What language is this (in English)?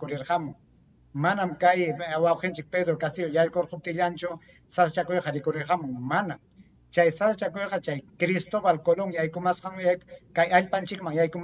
Ayacucho Quechua